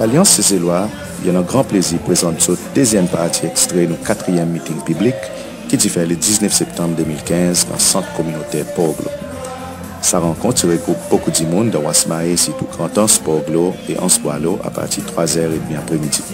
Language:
Seselwa Creole French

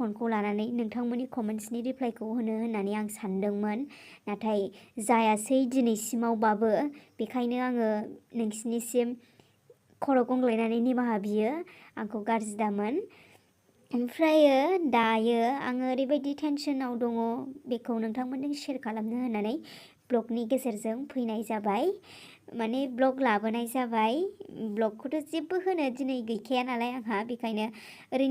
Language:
Bodo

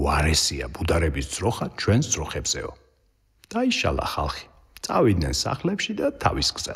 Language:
Georgian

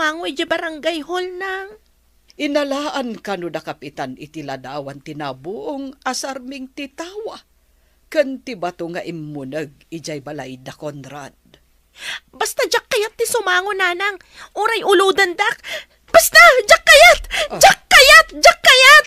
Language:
Iloko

